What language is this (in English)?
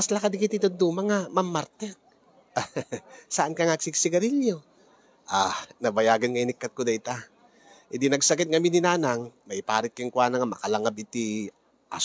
Iloko